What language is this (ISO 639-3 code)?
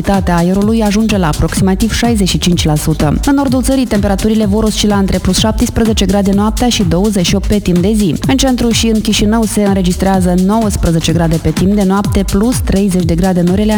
ron